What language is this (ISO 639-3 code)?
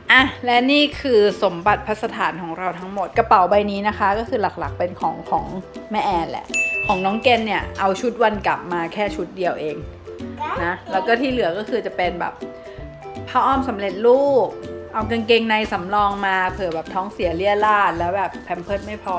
tha